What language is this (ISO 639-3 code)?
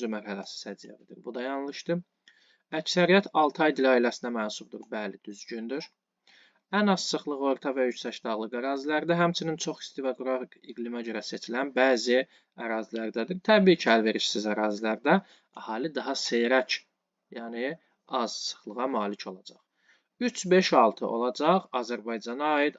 aze